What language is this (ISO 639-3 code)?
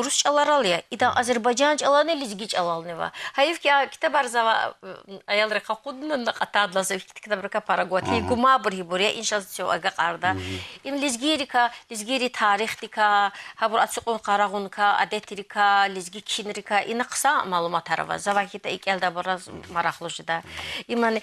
lez